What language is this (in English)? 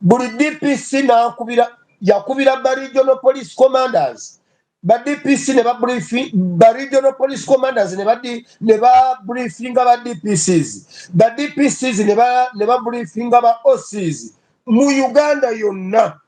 Ganda